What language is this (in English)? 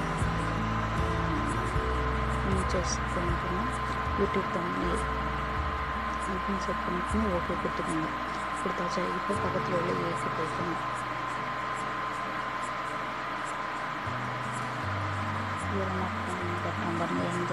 Tamil